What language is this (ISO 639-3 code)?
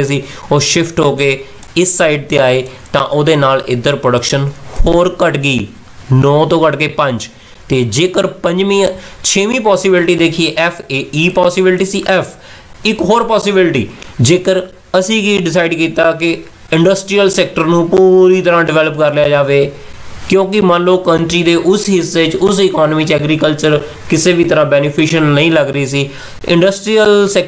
pan